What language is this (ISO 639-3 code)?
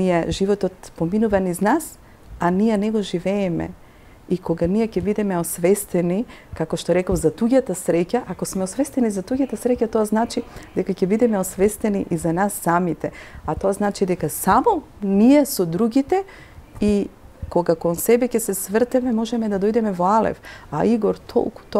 mkd